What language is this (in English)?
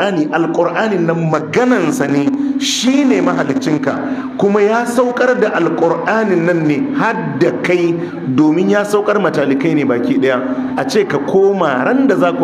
Hausa